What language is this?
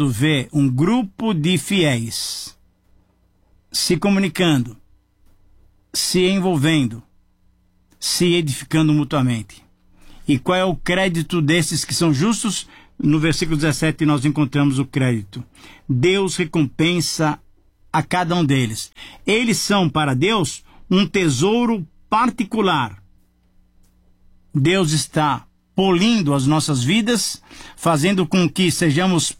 Portuguese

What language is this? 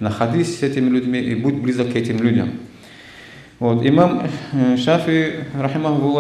Russian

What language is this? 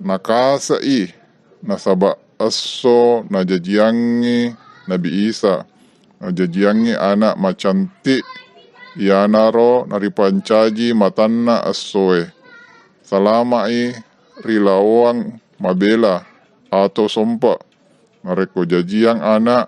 Buginese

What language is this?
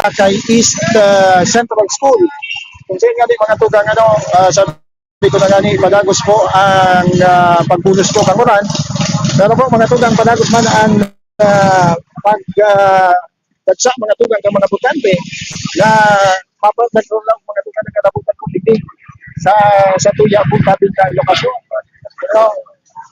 Bikol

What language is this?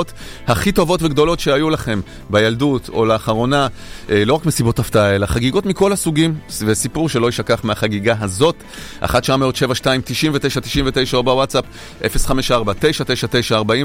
Hebrew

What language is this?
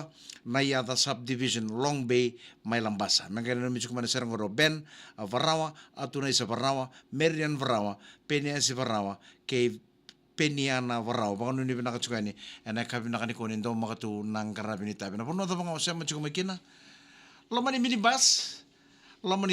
Fijian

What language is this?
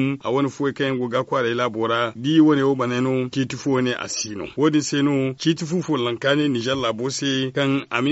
Zarma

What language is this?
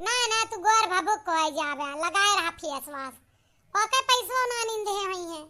Awadhi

